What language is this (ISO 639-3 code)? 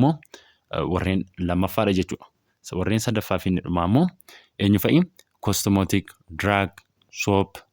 orm